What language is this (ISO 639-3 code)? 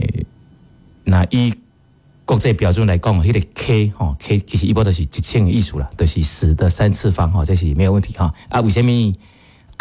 nan